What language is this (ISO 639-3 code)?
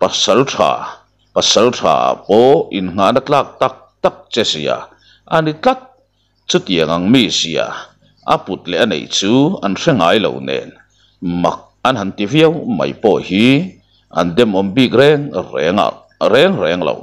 lus